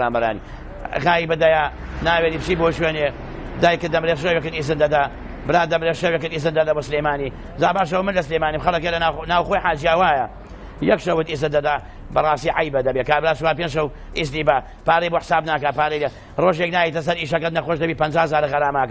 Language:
Central Kurdish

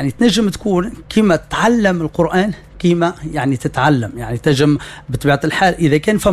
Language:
Tunisian Arabic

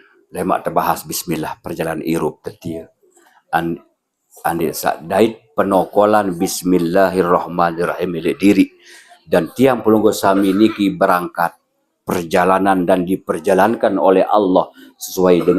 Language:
Sasak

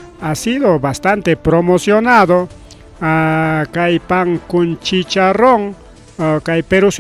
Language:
Ayacucho Quechua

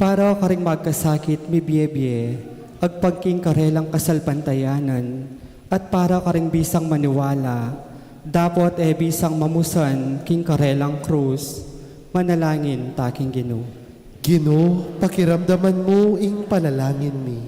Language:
Pampanga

